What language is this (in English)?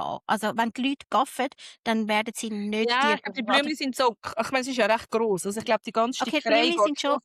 Swiss German